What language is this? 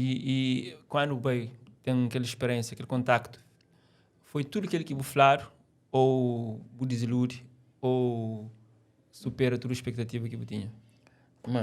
Kabuverdianu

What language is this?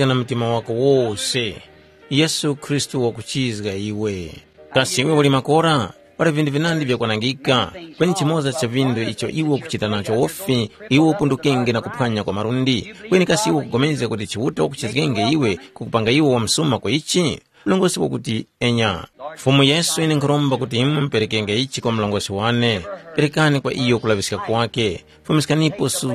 Tumbuka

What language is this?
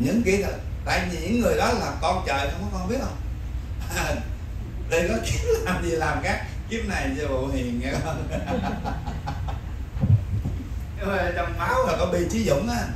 Vietnamese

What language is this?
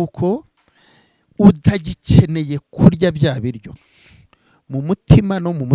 Kinyarwanda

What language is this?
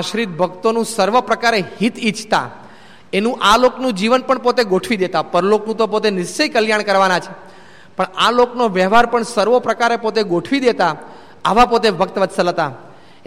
Gujarati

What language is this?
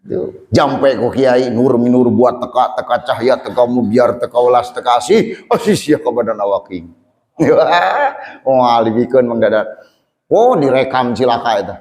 Sundanese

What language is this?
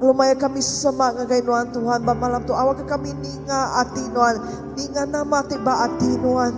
Iban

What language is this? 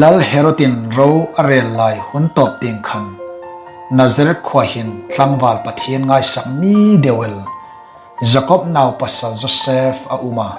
Hmar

